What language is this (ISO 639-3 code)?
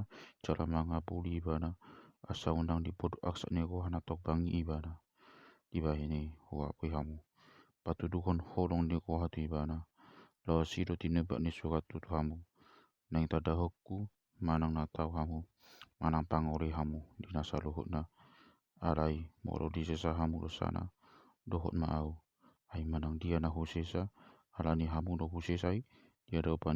bbc